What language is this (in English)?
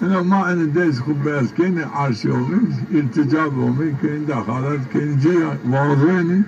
Zaza